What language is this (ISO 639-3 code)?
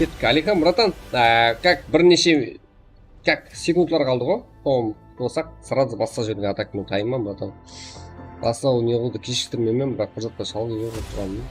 kaa